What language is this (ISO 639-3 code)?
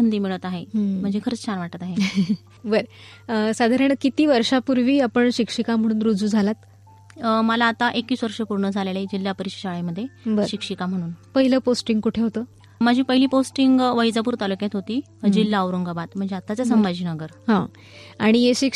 mar